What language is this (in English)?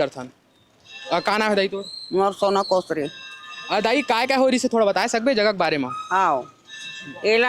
Chhattisgarhi